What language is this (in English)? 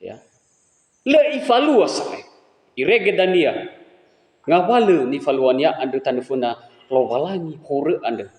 Nias